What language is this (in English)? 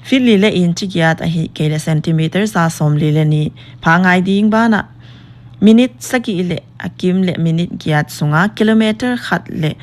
Paite Chin